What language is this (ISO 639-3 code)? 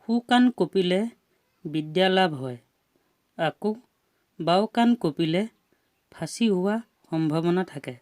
asm